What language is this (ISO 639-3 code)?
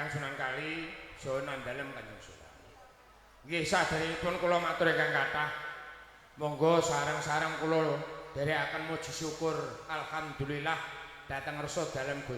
jav